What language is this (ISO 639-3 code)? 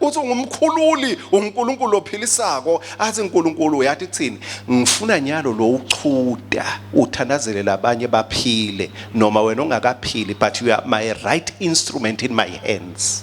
ssw